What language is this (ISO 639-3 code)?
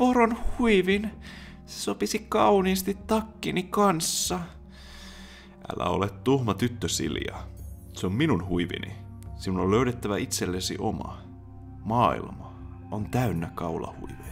fin